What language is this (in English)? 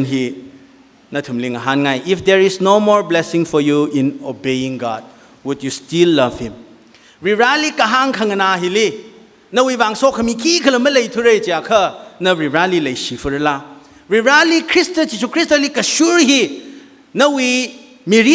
Tangkhul Naga (India)